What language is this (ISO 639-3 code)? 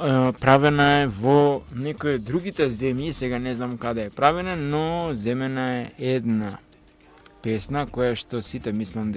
mkd